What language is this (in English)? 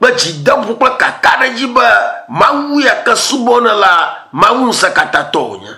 Ewe